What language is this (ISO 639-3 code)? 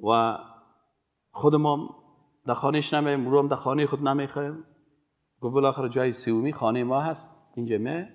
fas